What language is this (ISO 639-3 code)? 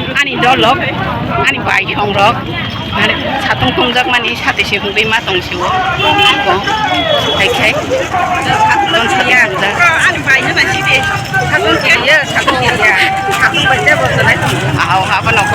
trp